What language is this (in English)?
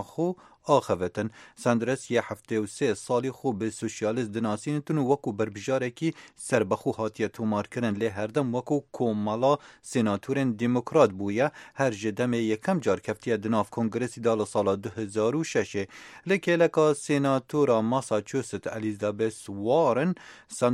Kurdish